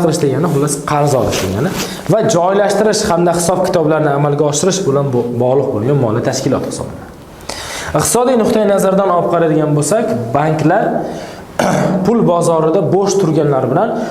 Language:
Uzbek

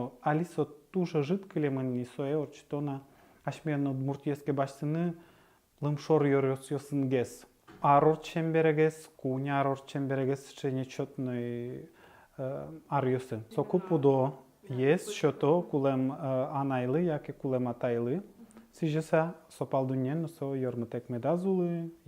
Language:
Udmurt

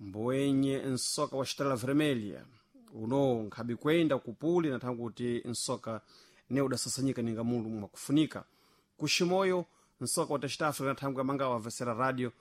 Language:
Sena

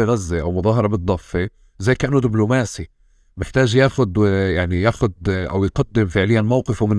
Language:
North Levantine Arabic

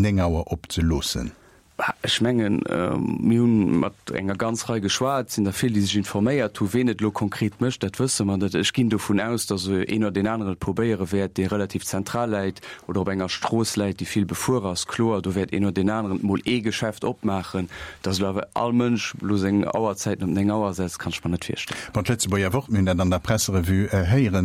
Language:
Luxembourgish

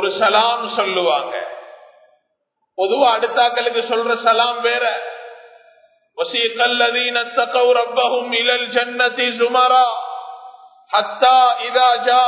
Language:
Tamil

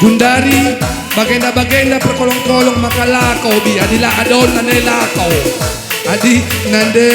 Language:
Batak Karo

